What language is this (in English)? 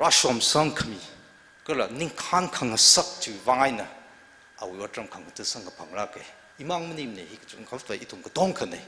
Tangkhul Naga (India)